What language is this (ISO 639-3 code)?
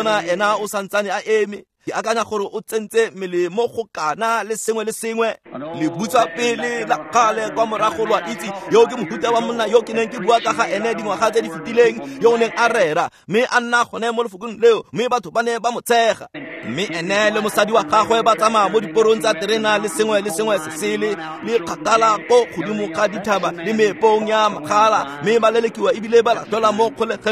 tsn